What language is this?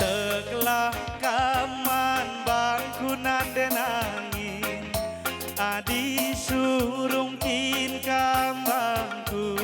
Batak Karo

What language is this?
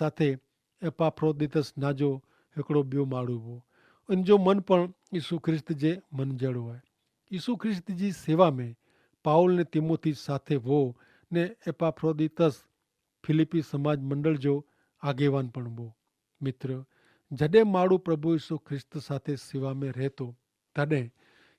Kachhi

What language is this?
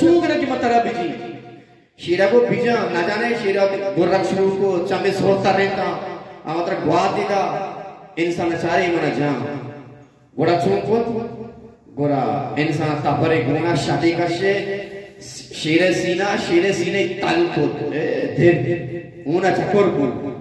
Eastern Balochi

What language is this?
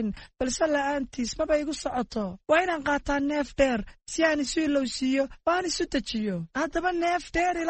Somali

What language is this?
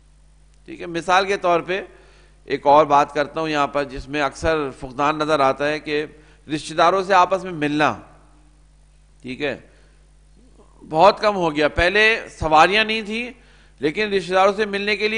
Urdu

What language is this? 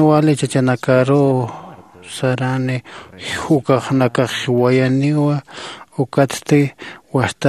Aymara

